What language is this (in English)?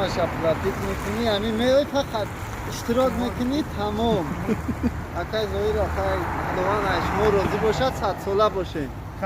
Tajik